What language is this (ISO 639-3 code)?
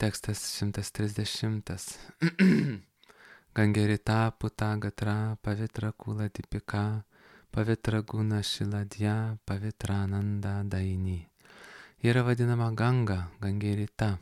lit